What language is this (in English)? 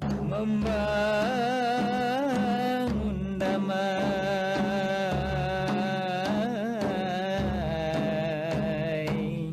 Banjar